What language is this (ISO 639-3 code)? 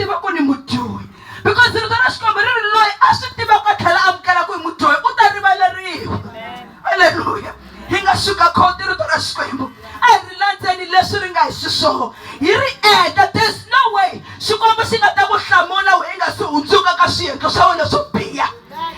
tso